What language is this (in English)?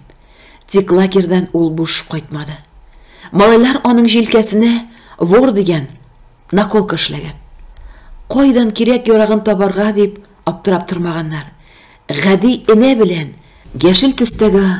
Tatar